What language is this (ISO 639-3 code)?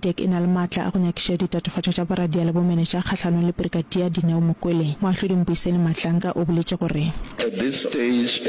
nso